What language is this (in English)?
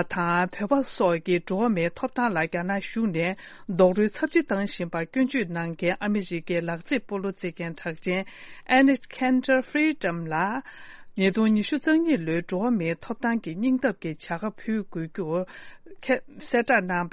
Tibetan